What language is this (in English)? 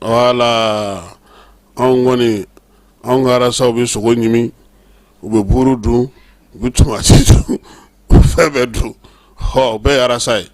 Bambara